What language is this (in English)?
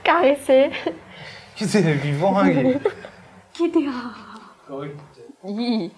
Morisyen